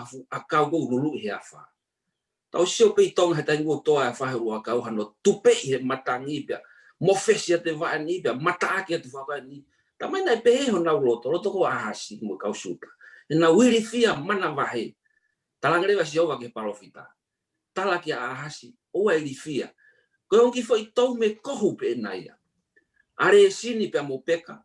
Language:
Tongan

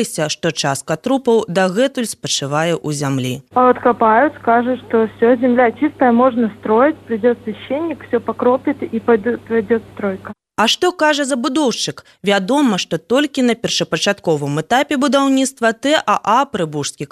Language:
Belarusian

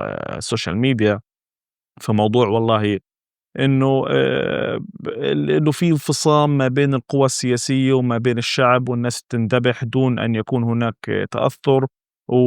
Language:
North Levantine Arabic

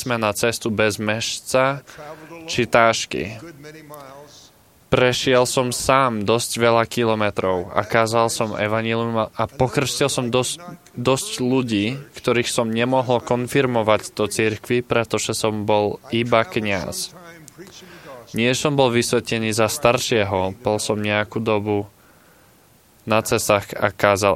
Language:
Slovak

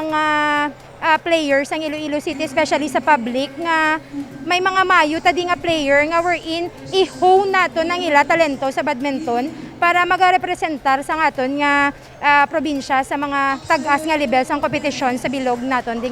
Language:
Hiligaynon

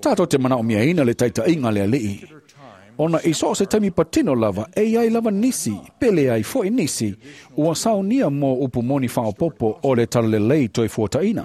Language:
Samoan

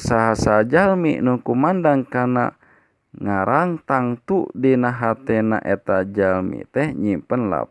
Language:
Sundanese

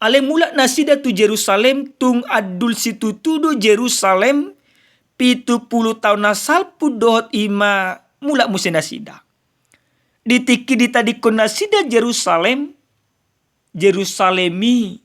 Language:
Batak Toba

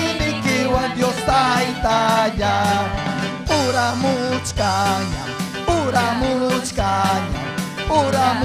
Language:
Ayacucho Quechua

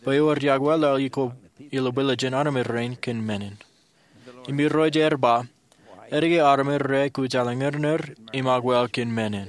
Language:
Marshallese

